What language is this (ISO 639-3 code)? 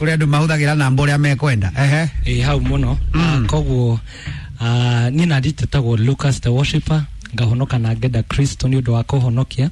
kik